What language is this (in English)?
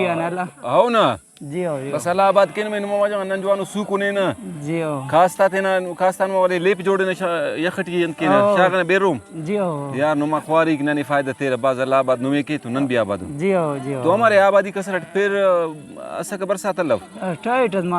Brahui